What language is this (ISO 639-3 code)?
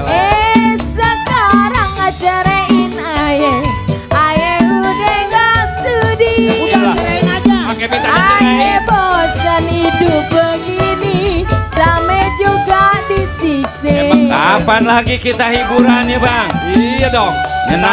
bew